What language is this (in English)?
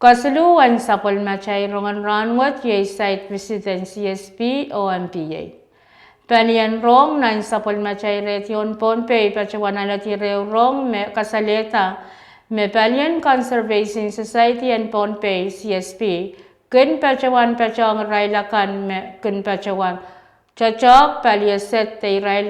Pohnpeian